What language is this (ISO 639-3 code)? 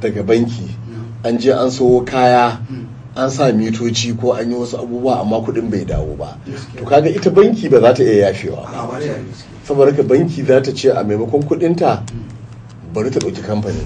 hau